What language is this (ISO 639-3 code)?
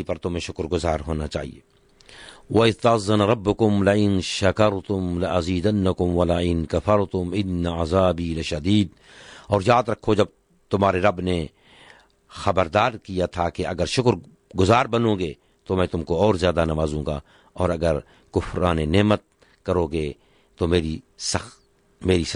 urd